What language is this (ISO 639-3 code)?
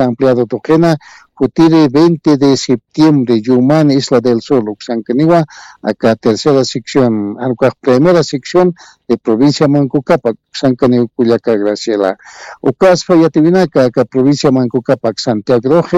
aym